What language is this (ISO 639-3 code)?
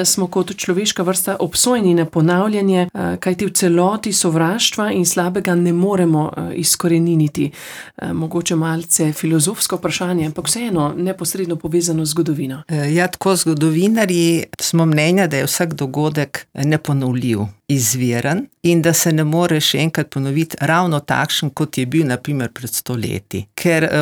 slv